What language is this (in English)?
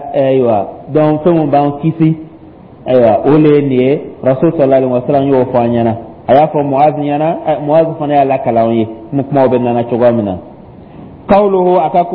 Dyula